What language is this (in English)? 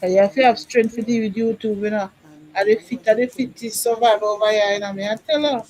Jamaican Creole English